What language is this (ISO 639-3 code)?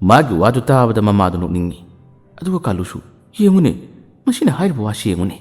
mni